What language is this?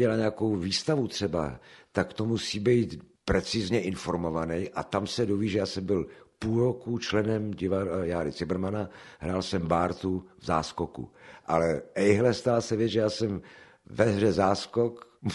Czech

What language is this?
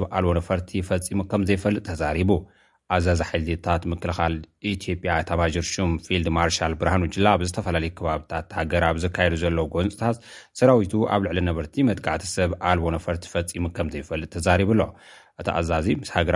Tigrinya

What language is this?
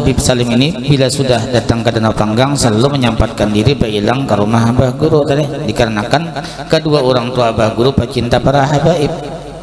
Banjar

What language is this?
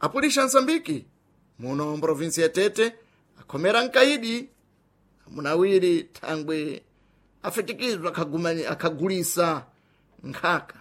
Sena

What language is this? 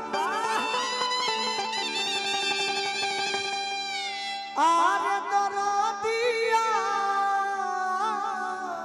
Bhojpuri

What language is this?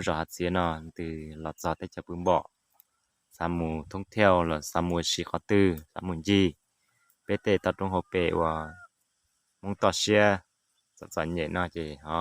Hmong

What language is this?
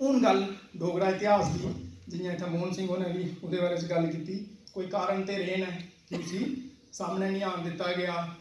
Dogri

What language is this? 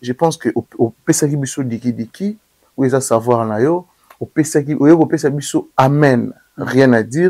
Lingala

